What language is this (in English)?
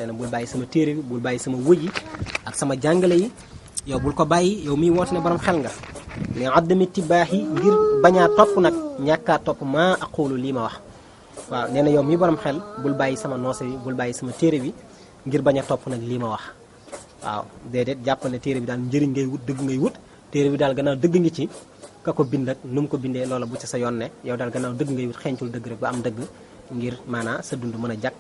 Wolof